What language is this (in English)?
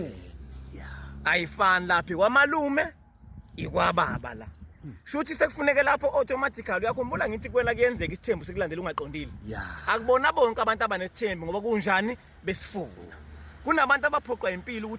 Zulu